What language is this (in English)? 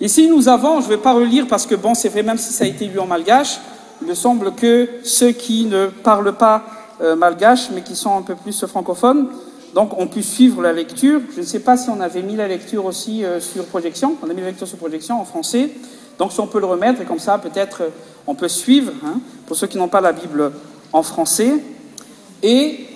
French